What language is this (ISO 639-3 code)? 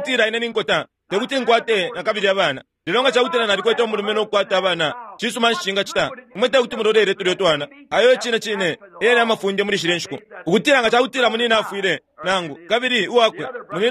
bem